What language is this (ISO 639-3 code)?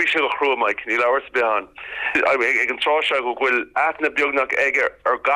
gle